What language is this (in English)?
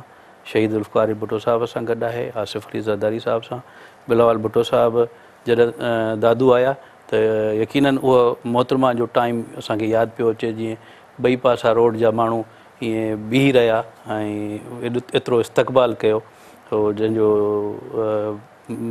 Sindhi